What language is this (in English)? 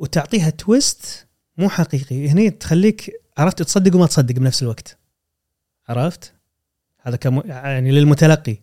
Gulf Arabic